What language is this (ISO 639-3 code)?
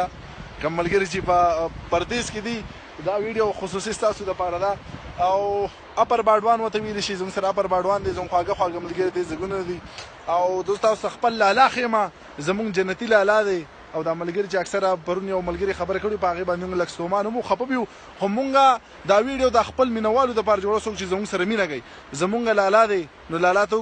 pus